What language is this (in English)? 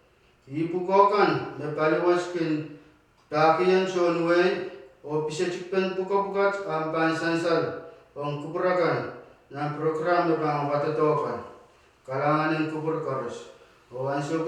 Pohnpeian